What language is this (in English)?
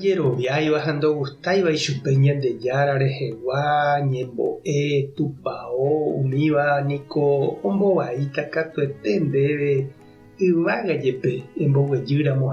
Guarani